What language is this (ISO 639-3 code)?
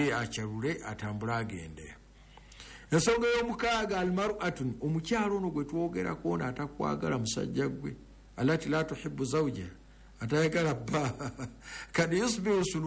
lug